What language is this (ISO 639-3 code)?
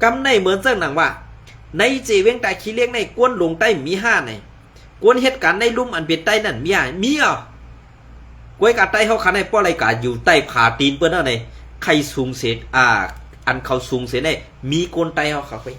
shn